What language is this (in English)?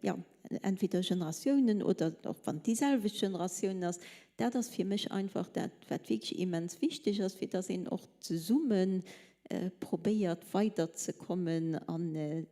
Luxembourgish